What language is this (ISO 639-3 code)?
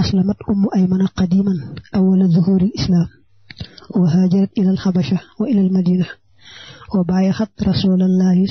wol